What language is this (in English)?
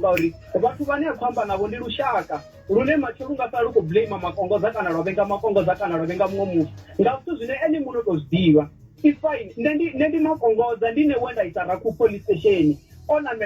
Venda